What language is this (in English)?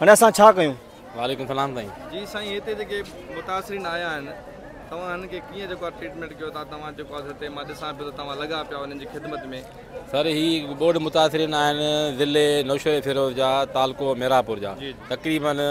Sindhi